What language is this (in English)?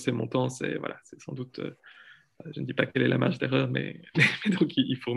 French